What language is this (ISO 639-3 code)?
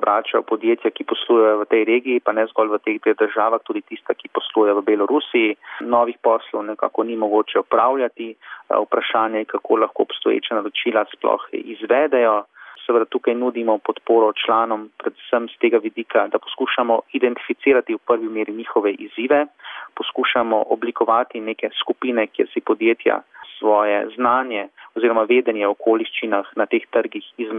slv